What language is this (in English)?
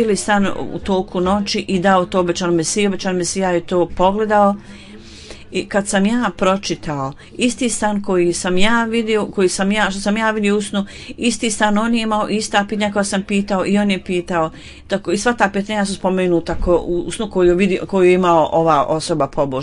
Bosnian